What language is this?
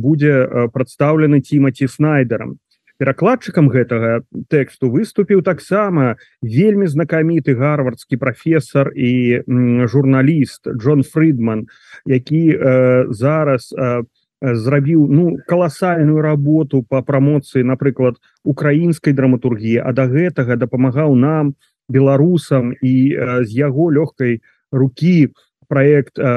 Belarusian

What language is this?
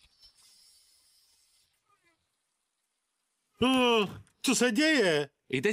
Czech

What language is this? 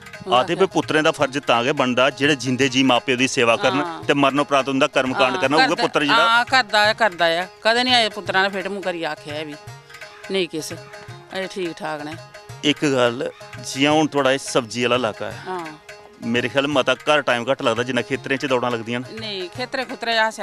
Dogri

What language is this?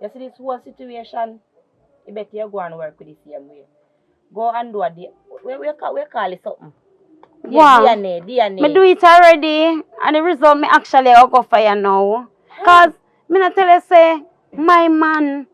Jamaican Creole English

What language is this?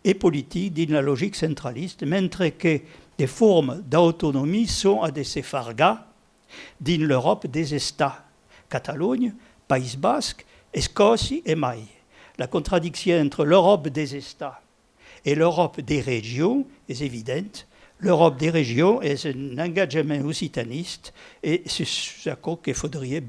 Occitan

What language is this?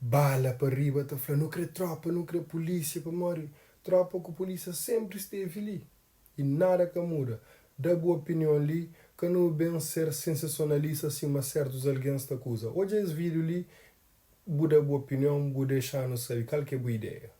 Kabuverdianu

